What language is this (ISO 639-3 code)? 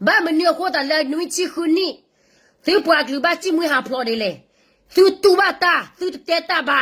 ksw